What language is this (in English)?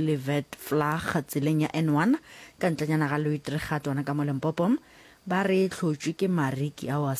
Northern Sotho